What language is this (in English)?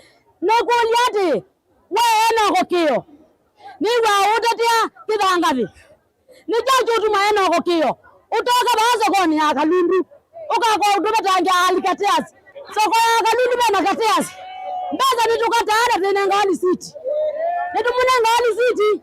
Kamba